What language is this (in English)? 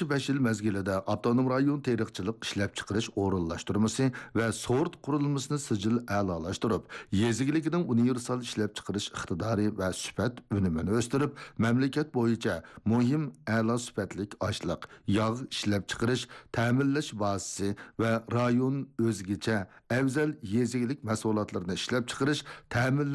Uyghur